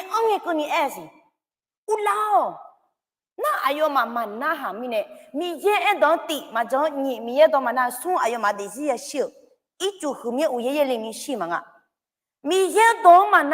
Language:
Akha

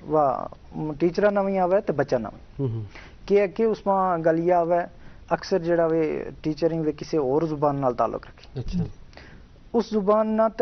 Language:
Gujari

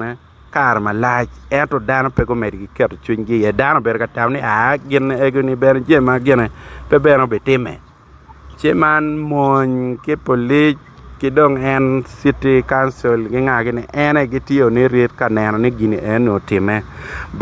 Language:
Acoli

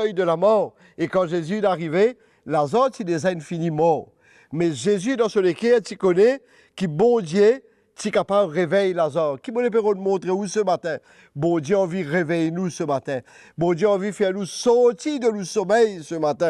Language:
Morisyen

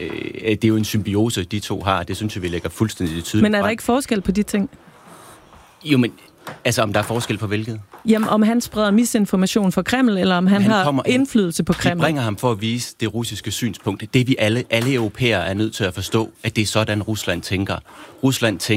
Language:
Danish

